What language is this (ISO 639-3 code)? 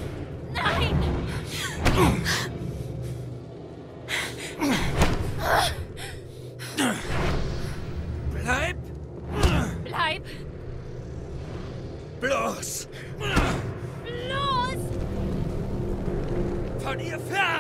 deu